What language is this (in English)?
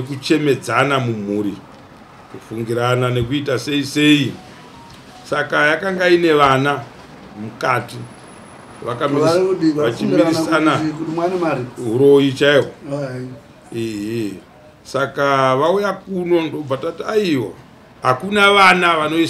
Shona